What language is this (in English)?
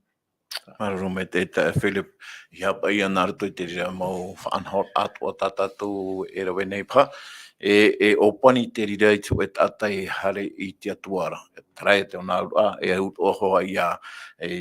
Tahitian